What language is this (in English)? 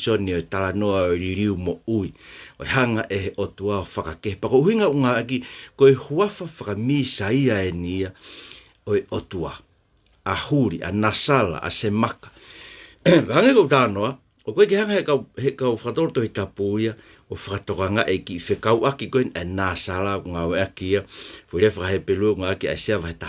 Tongan